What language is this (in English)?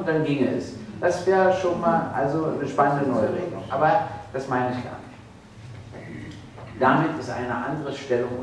German